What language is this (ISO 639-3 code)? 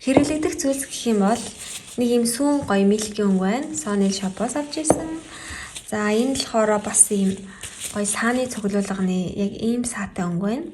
mon